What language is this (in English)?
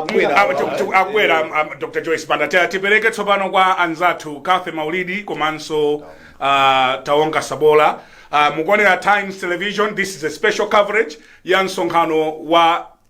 Nyanja